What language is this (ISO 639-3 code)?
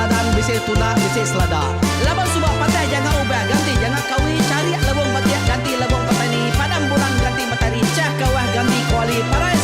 iba